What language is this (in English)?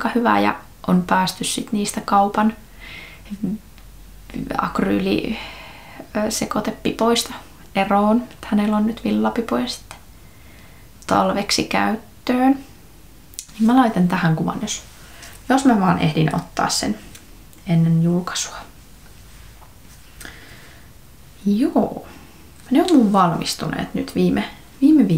Finnish